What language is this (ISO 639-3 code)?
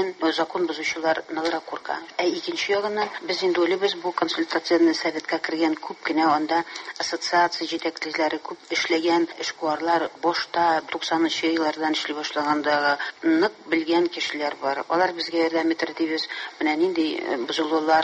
tat